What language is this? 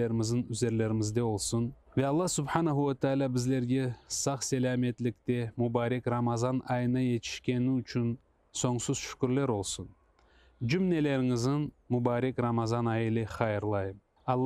Crimean Tatar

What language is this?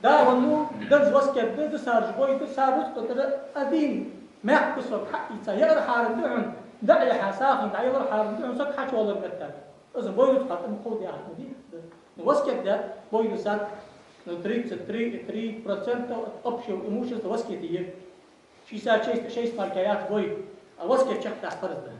Ingush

